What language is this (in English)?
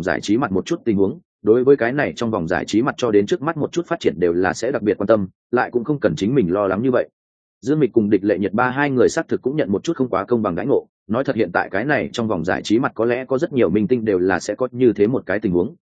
Vietnamese